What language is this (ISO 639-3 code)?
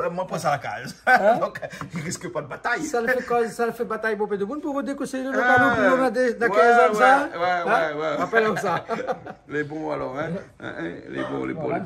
rcf